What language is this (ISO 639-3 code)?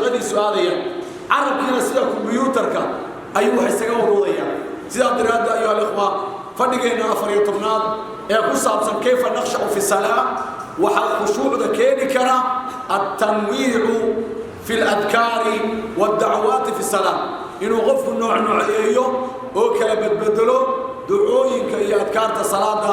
som